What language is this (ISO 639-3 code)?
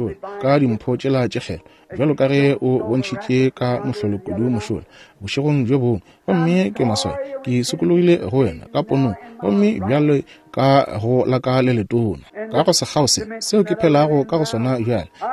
nso